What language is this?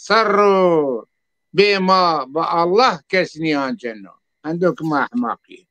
Zaza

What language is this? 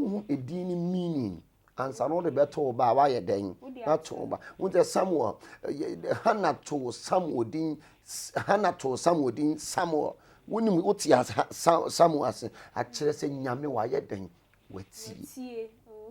Akan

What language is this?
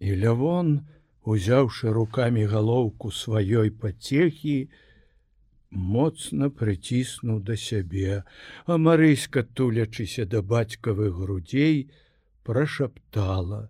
Belarusian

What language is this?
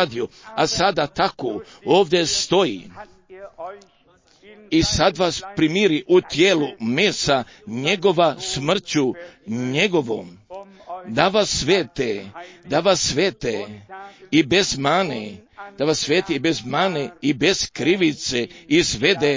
Croatian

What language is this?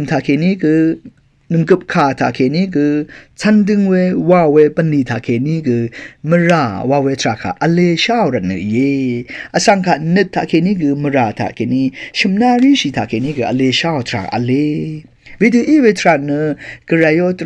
Rawang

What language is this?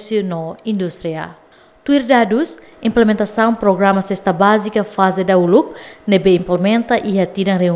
Tetum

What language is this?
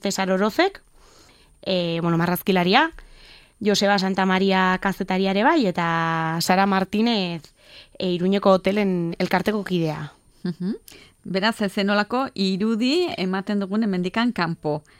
Basque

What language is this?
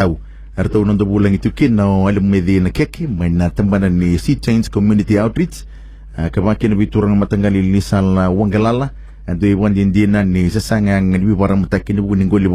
Fijian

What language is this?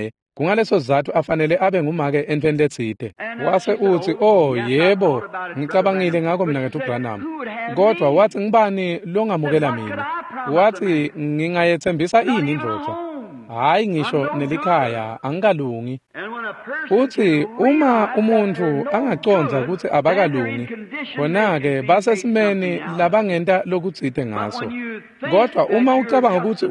Swati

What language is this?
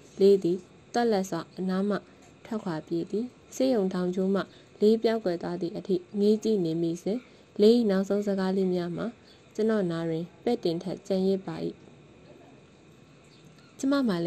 Burmese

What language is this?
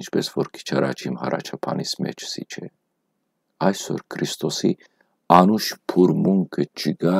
Western Armenian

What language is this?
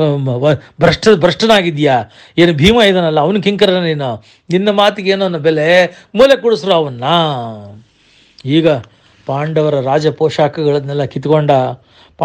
Kannada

